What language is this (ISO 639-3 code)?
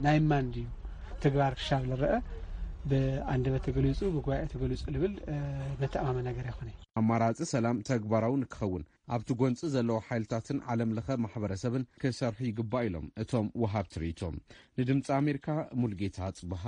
tir